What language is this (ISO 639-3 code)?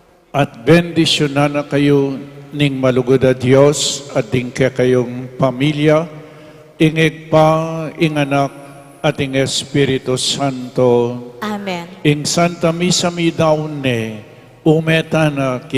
pam